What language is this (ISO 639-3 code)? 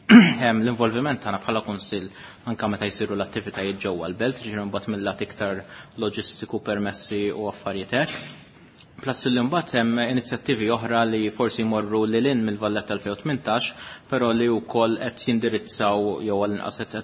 mlt